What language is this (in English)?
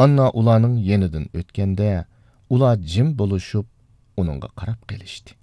Uyghur